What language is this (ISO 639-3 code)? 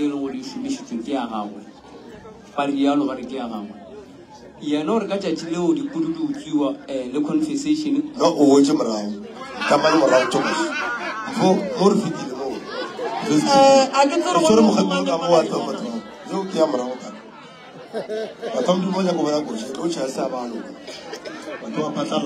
nso